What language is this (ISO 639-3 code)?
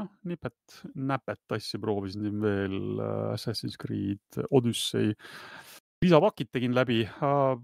est